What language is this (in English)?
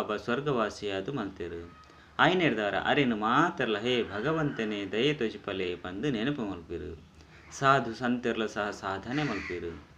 Tulu